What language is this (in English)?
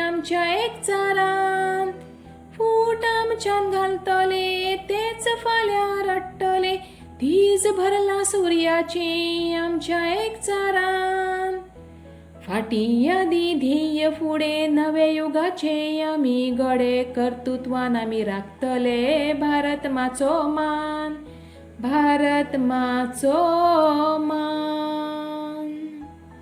Konkani